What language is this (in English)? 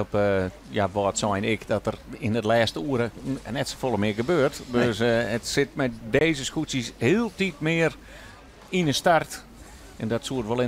Western Frisian